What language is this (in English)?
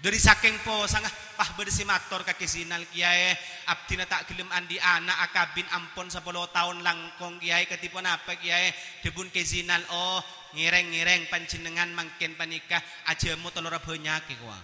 Madurese